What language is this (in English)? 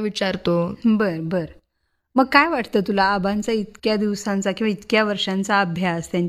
Marathi